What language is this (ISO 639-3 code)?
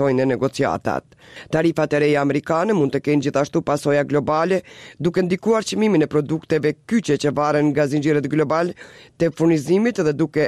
sqi